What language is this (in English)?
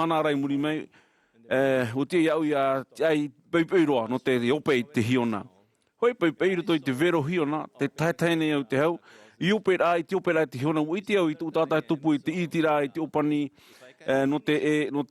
Tahitian